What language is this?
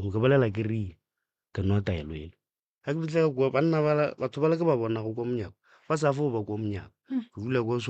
Northern Sotho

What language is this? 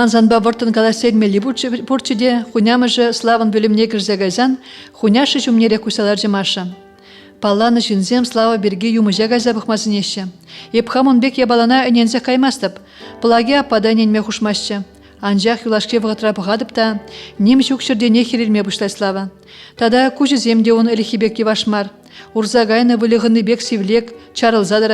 Chuvash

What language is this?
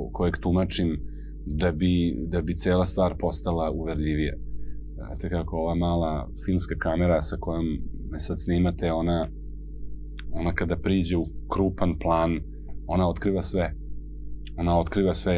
Serbian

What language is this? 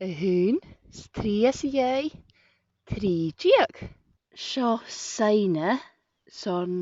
Scottish Gaelic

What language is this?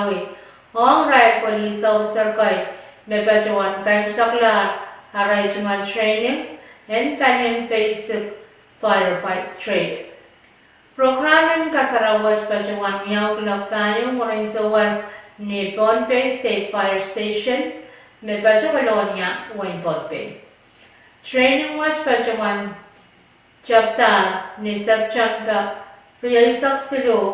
Pohnpeian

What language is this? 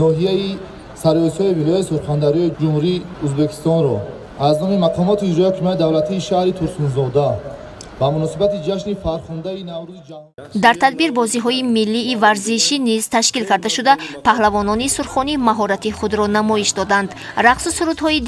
Tajik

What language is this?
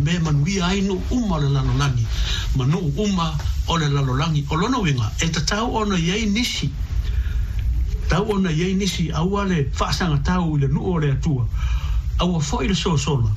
Samoan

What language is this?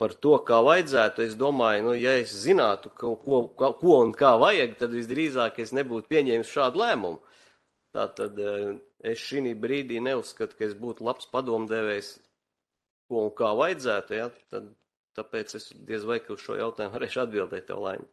Latvian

